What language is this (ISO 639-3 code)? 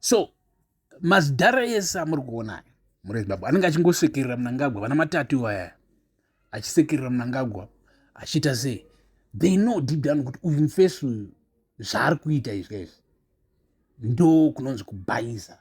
sna